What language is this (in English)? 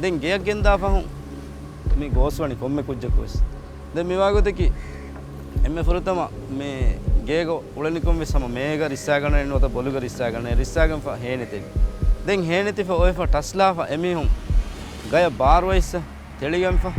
Divehi